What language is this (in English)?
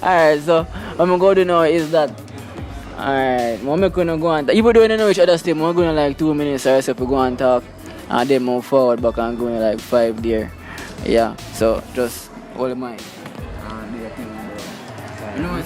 Jamaican Creole English